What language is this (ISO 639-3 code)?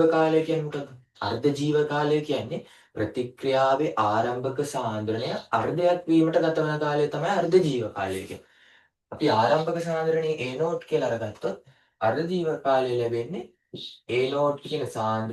sin